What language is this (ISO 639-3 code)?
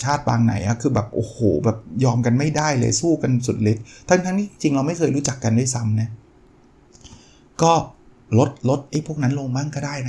tha